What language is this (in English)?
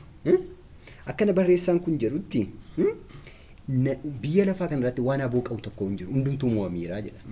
Oromo